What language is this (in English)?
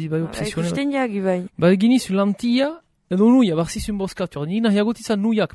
Basque